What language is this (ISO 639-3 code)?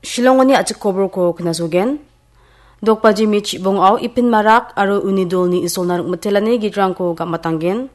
grt